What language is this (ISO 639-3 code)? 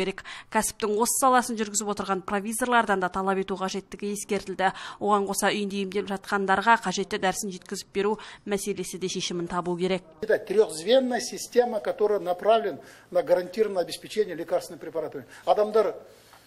kaz